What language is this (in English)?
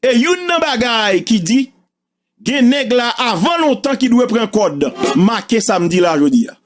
Haitian Creole